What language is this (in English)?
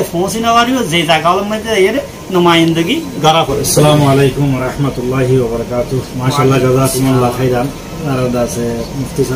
Rohingya